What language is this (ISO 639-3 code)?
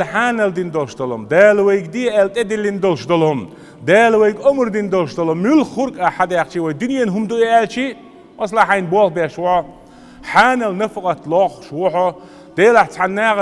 che